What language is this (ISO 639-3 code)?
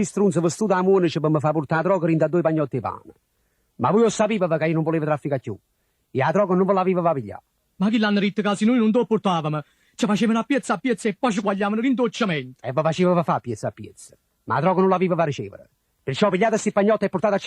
nap